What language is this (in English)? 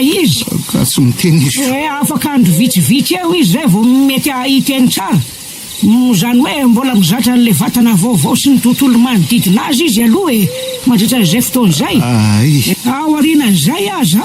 Malagasy